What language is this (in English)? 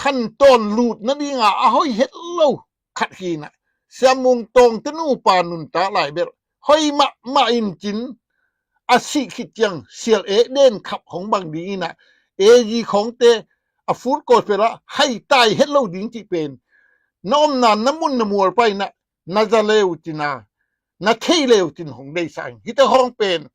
Tedim Chin